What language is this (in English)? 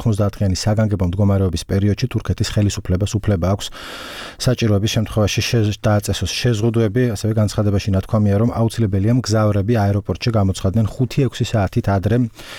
Georgian